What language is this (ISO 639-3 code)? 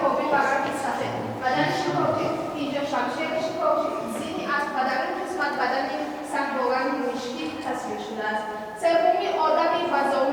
tgk